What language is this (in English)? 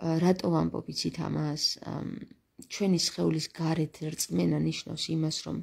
Georgian